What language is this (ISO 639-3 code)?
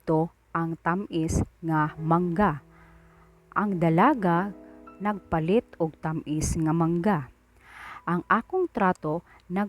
ceb